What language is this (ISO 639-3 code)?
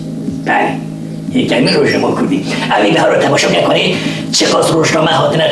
kur